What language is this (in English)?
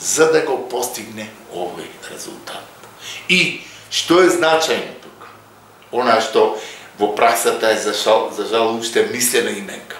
Macedonian